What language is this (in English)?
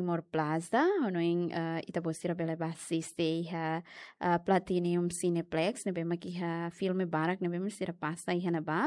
Tetum